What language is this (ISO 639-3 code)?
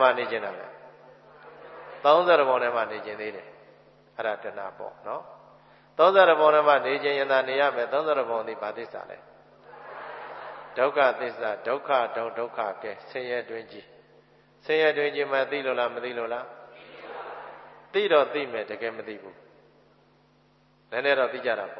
mya